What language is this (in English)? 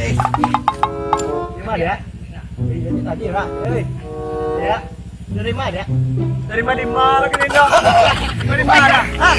Minangkabau